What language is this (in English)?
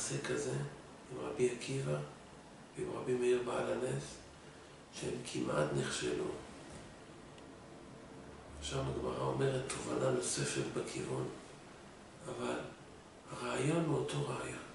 Hebrew